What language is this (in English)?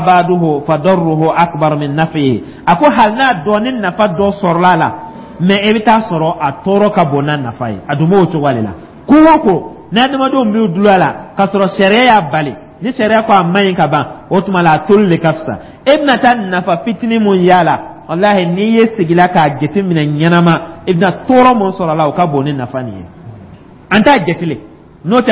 Dyula